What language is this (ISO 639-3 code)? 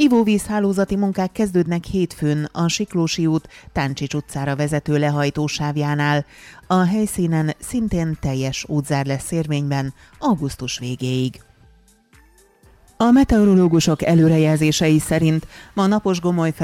hun